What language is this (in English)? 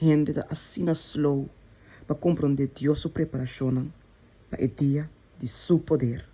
Papiamento